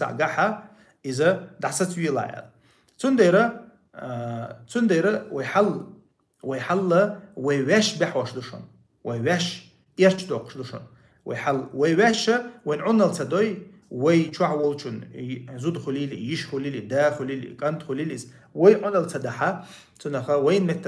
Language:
Chechen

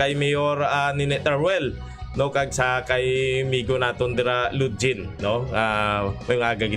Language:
Hiligaynon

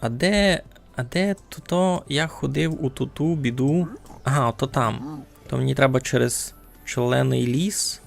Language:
Rusyn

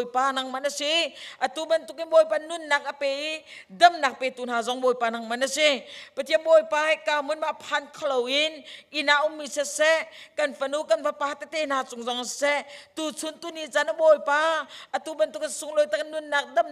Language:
Hakha Chin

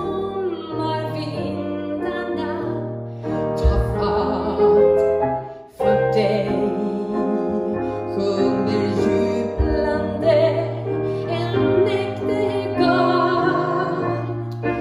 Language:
Swedish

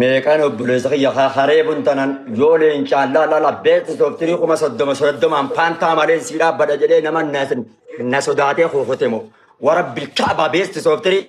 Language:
Oromo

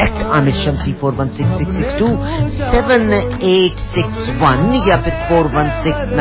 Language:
Punjabi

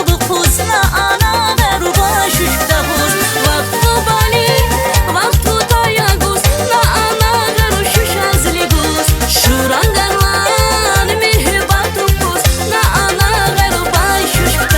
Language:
Tabassaran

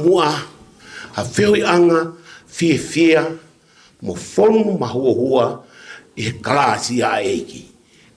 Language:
Tongan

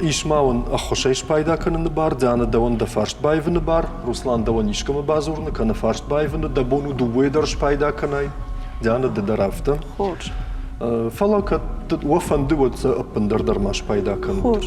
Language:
Ossetic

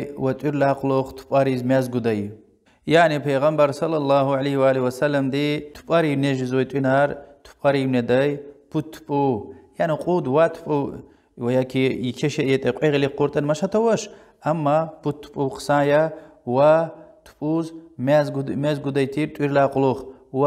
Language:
Lezghian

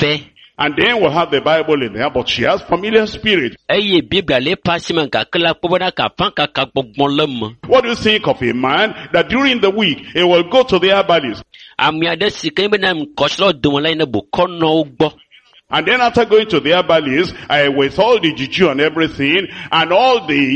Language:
Ewe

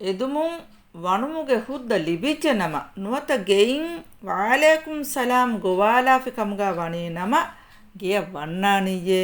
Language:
Divehi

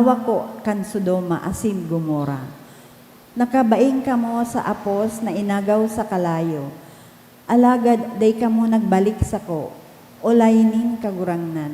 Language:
Bikol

